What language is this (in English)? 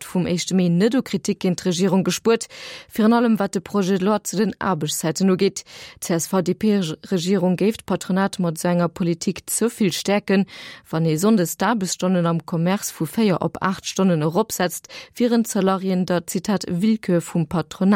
Luxembourgish